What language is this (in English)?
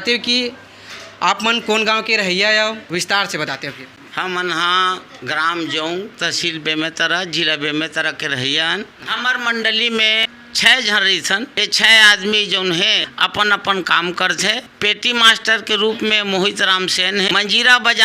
Chhattisgarhi